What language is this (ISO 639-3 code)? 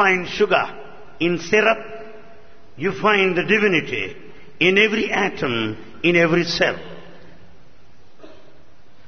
tel